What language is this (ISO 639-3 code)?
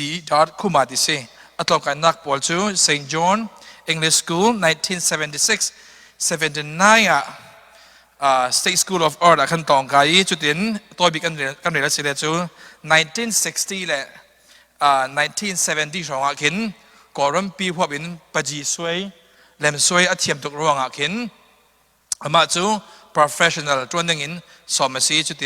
cfm